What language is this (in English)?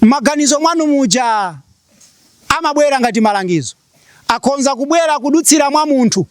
Nyanja